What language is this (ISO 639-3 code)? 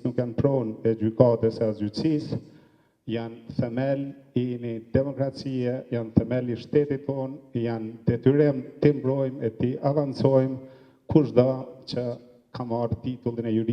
sqi